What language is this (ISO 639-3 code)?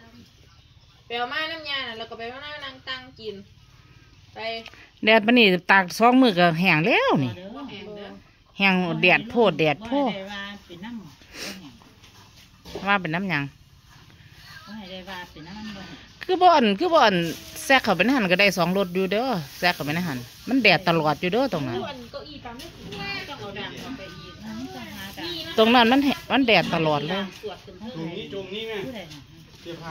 tts